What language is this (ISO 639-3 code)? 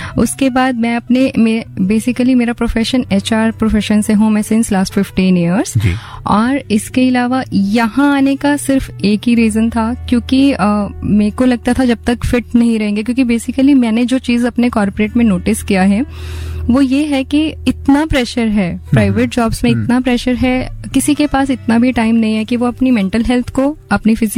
hin